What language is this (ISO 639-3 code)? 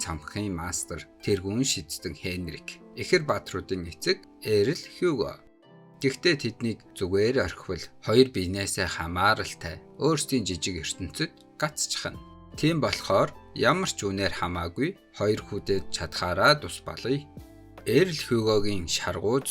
mon